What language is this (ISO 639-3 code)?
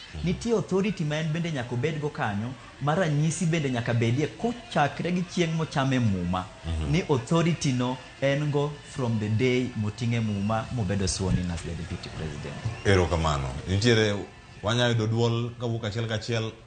luo